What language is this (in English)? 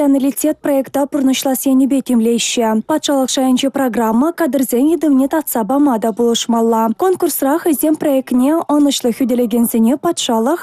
Chuvash